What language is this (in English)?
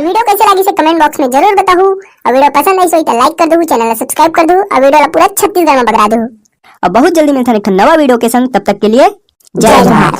Chhattisgarhi